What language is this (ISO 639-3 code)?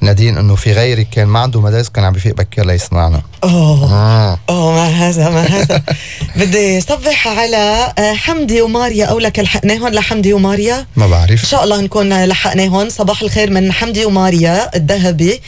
apc